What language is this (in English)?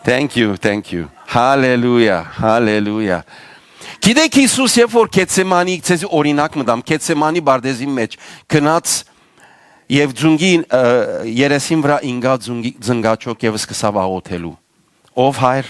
Western Armenian